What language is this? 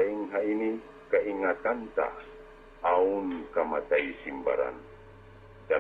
Tausug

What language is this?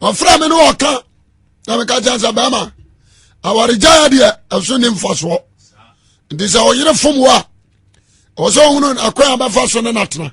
Akan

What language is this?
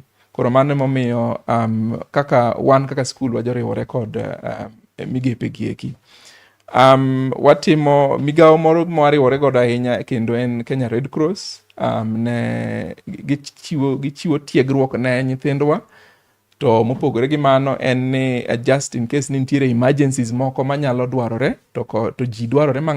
Luo (Kenya and Tanzania)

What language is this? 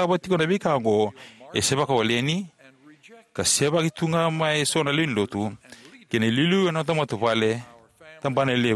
Fijian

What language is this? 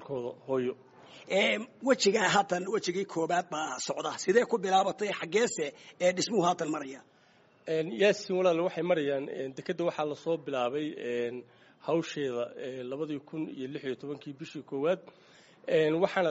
Somali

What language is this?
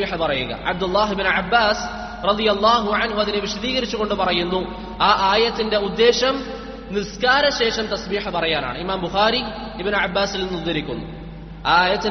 Malayalam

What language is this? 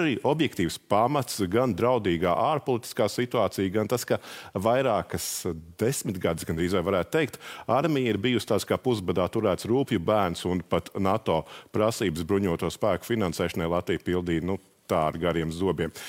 Latvian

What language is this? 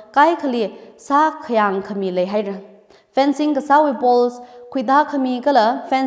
Tangkhul Naga (India)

